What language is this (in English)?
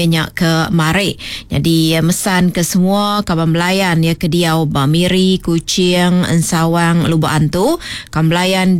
Iban